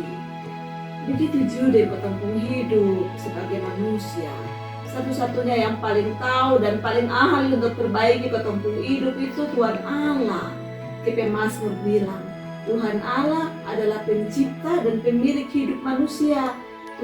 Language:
Kupang Malay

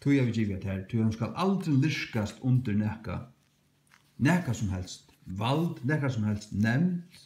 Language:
Faroese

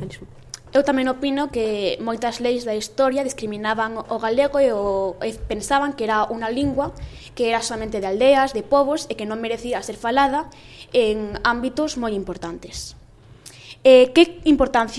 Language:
Galician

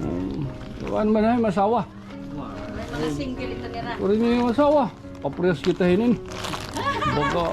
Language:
Waray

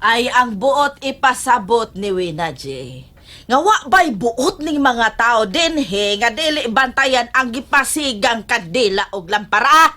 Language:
Cebuano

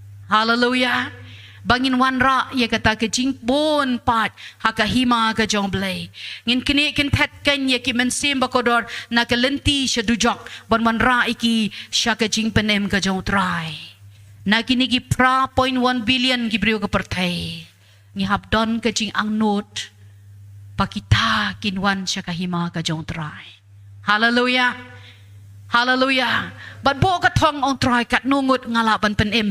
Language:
Khasi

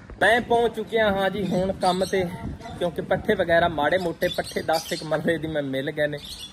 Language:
Punjabi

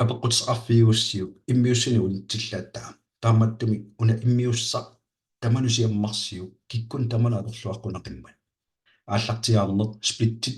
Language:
Kalaallisut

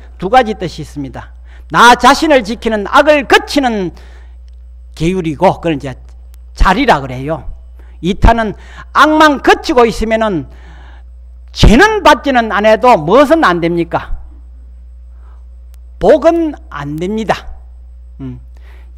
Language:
Korean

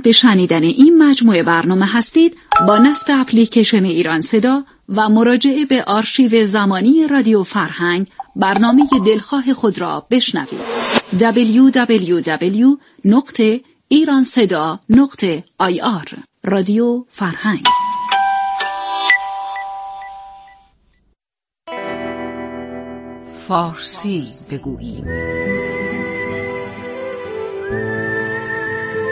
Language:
Persian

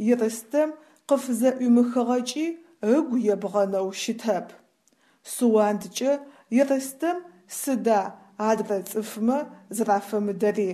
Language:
Adyghe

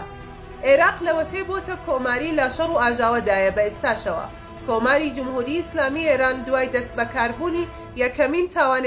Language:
Central Kurdish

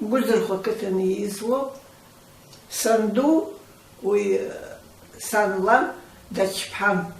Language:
Abkhazian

